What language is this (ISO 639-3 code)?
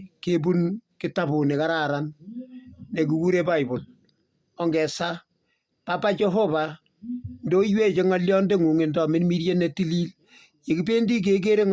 kln